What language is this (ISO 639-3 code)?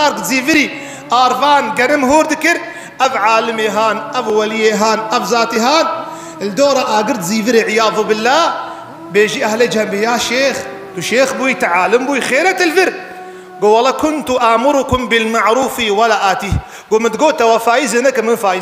kur